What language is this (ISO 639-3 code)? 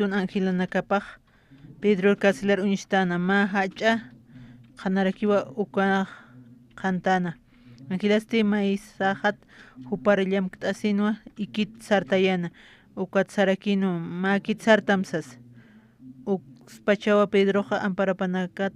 aym